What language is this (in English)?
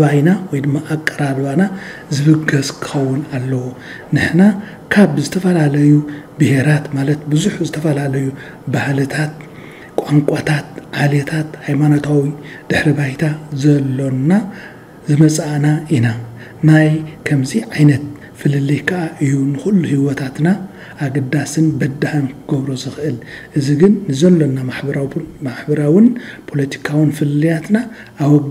Tigrinya